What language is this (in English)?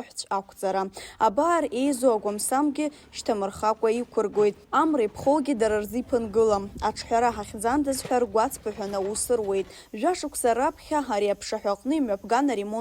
Abkhazian